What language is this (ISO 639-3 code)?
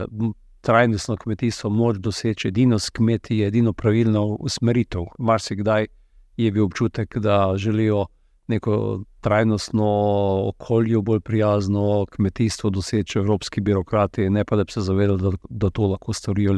slv